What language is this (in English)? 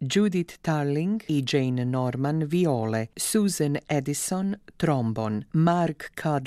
Croatian